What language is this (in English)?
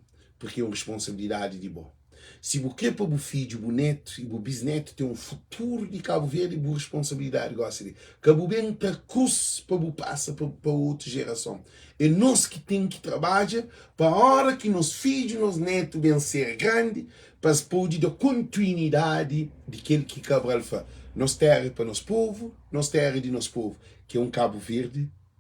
Kabuverdianu